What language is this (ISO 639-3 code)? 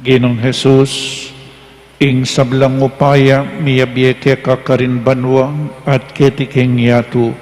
pam